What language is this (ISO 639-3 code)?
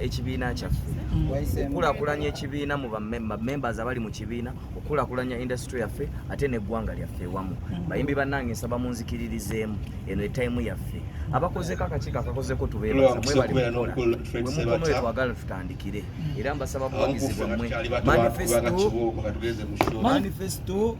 lug